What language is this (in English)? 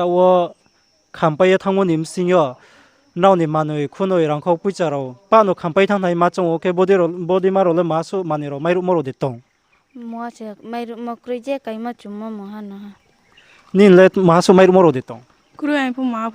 Riang (India)